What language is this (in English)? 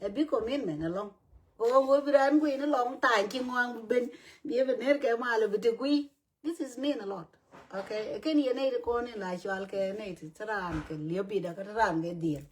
Nuer